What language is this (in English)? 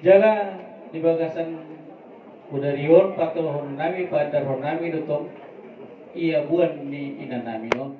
Batak Toba